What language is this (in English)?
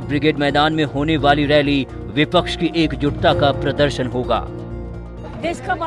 Hindi